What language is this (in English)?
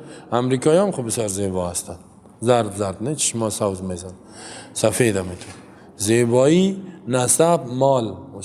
Persian